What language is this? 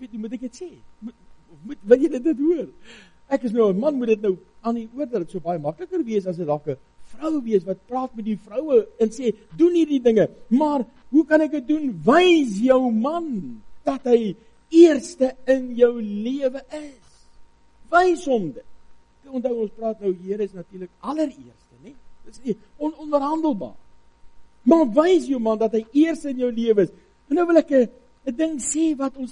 Afrikaans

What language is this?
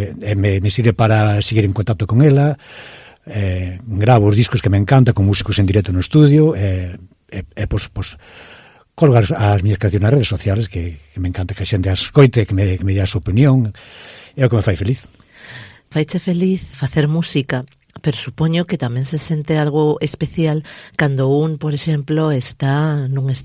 Galician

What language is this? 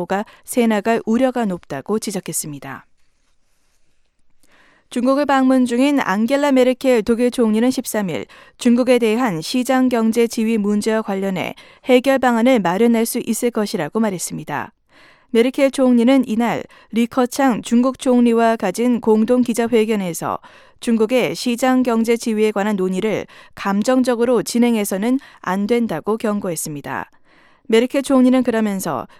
Korean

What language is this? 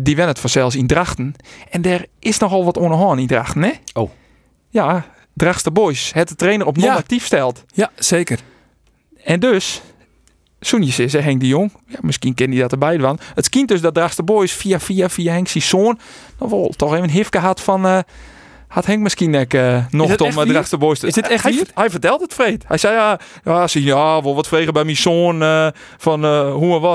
Western Frisian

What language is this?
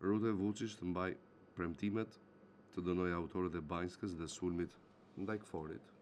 Albanian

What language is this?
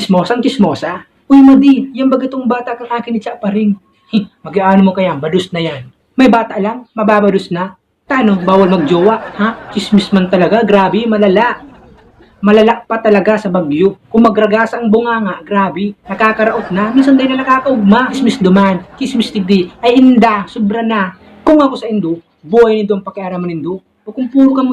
Bikol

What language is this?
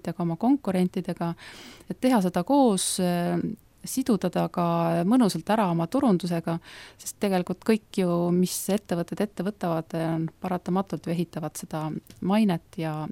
Estonian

